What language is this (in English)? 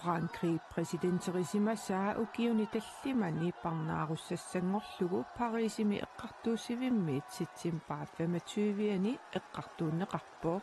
Kalaallisut